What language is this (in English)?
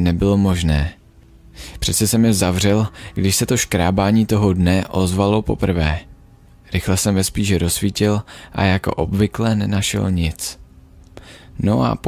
Czech